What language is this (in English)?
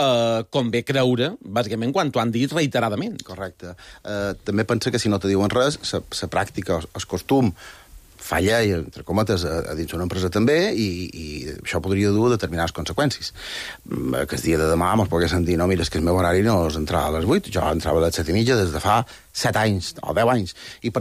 Catalan